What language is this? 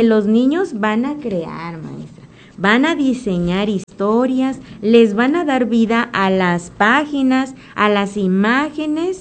Spanish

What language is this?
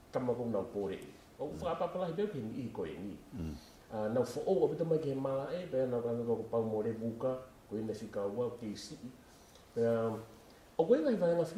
Tongan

